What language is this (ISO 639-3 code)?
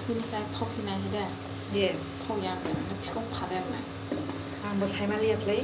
trp